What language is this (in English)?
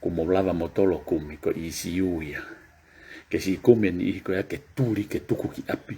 Tongan